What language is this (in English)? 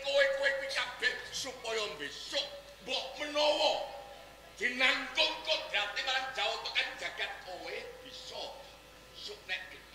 Javanese